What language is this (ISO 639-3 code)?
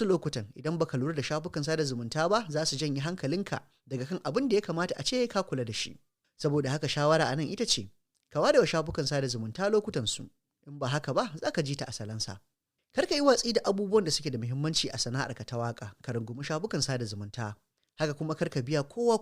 hau